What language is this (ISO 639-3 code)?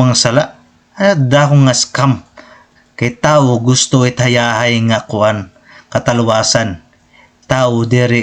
war